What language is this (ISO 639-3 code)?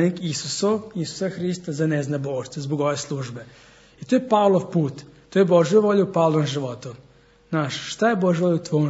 srp